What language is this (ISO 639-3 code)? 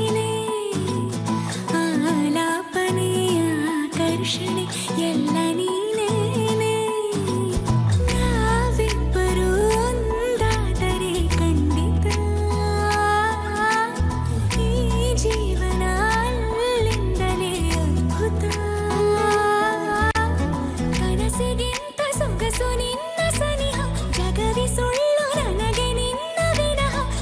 kan